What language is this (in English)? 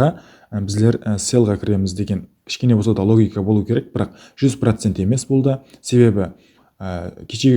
Kara-Kalpak